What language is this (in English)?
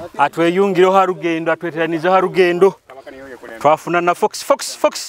Nyoro